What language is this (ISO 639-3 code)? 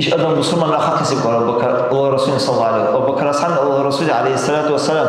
dar